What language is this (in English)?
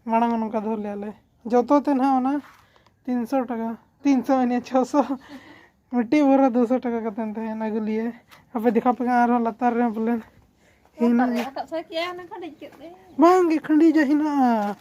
Santali